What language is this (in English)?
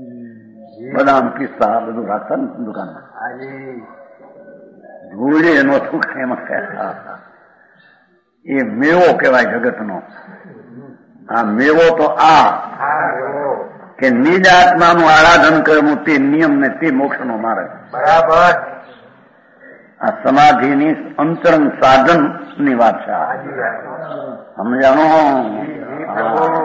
Gujarati